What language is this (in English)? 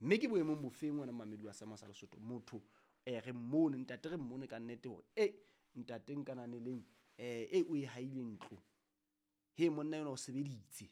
Southern Sotho